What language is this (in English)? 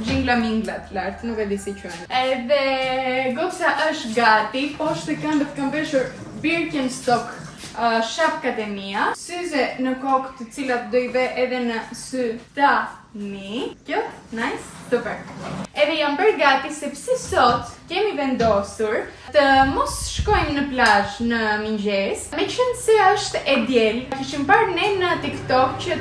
Albanian